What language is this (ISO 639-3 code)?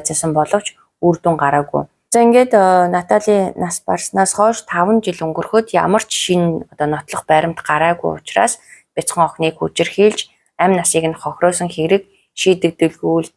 mon